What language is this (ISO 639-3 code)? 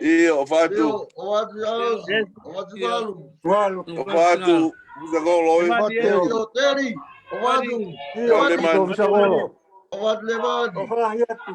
ton